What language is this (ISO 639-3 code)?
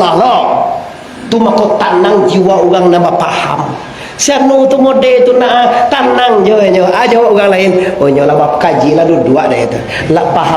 min